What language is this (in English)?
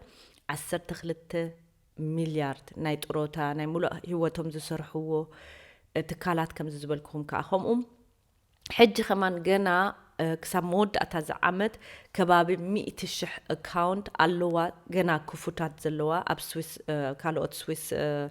Tigrinya